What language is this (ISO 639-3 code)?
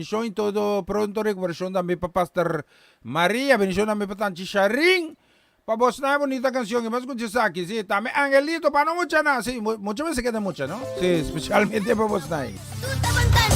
pap